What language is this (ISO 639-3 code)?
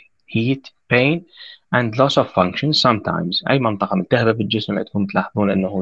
ara